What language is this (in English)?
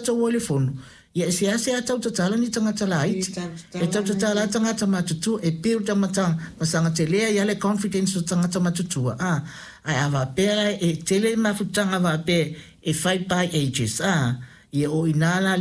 Samoan